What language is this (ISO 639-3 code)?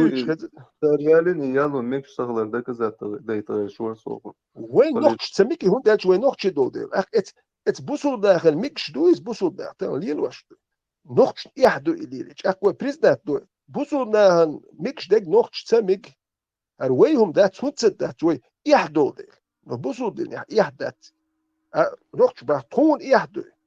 che